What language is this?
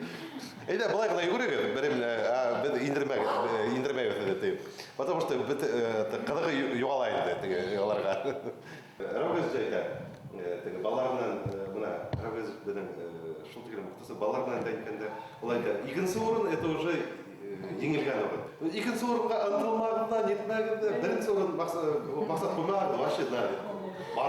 Bashkir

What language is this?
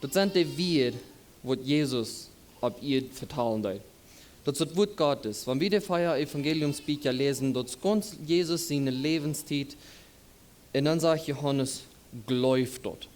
Plautdietsch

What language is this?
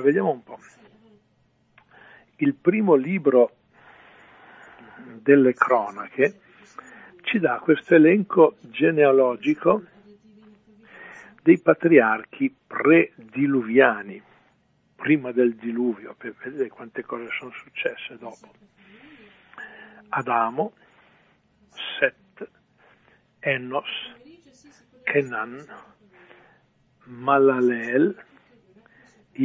Italian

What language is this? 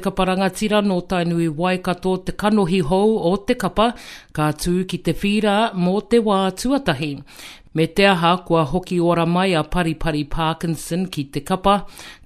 Māori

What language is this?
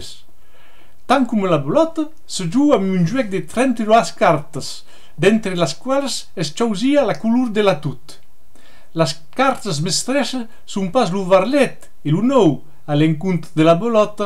Occitan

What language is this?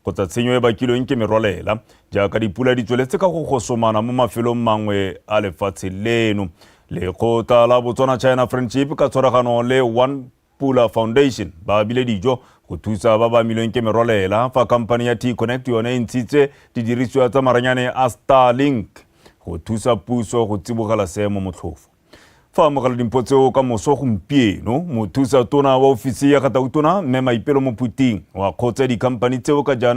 Tswana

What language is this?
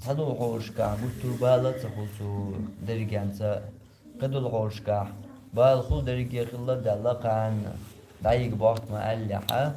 Chechen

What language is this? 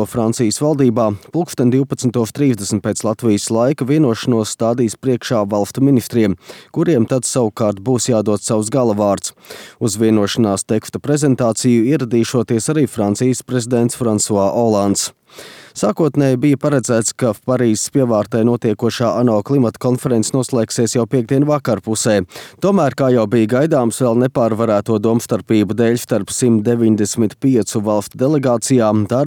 Latvian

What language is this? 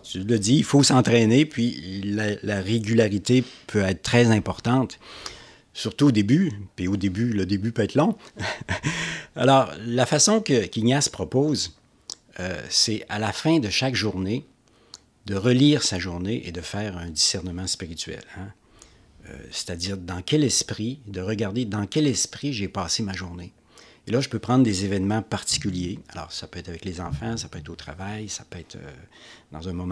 French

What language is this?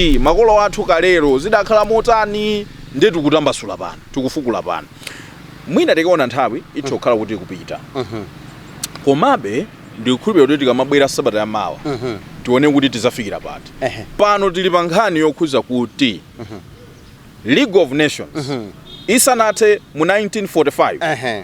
Nyanja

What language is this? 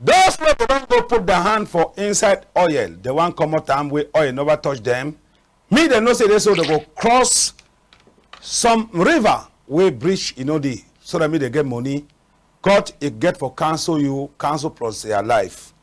Cameroon Pidgin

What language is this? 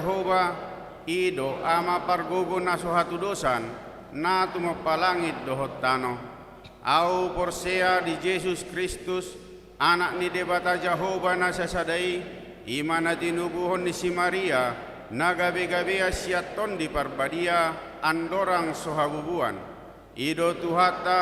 Batak Toba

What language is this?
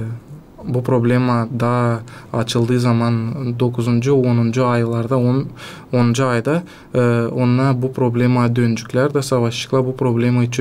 Gagauz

